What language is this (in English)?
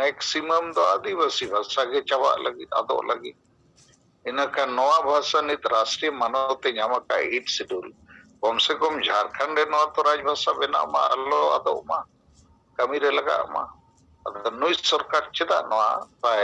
Santali